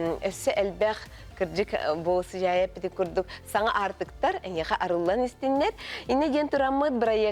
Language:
Yakut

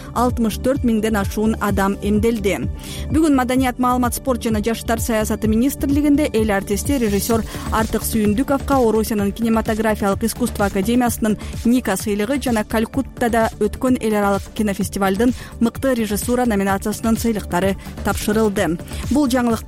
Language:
Kyrgyz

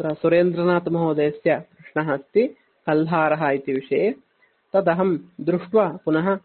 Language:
Sanskrit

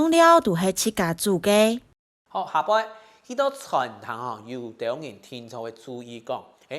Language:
Hakka Chinese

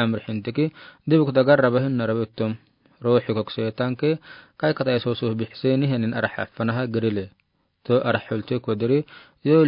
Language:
Afar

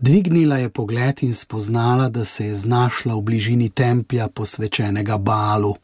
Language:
Slovenian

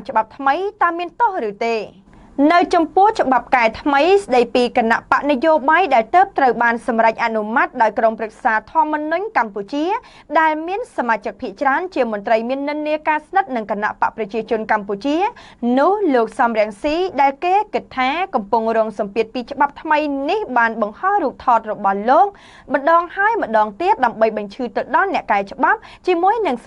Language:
Khmer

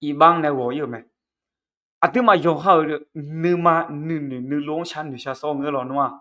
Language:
Akha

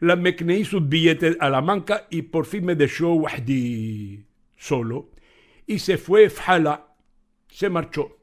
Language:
Ladino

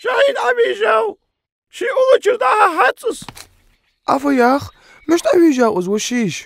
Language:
Ingush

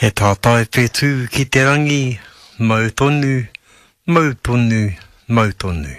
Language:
Māori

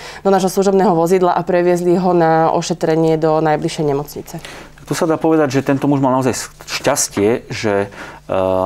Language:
Slovak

